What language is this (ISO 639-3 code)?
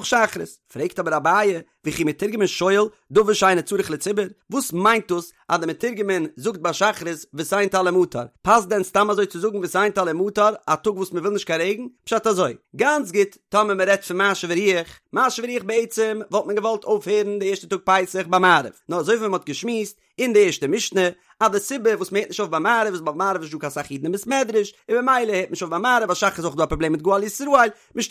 yid